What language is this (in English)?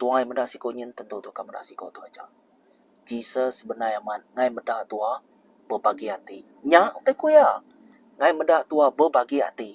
Iban